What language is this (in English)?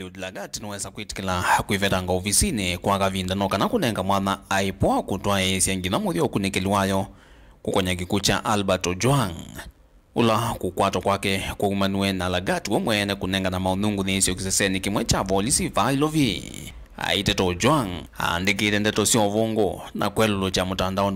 Kamba